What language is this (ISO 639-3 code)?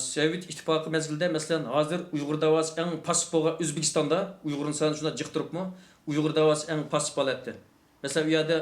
uig